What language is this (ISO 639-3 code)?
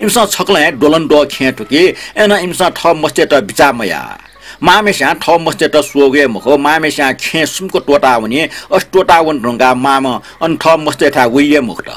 new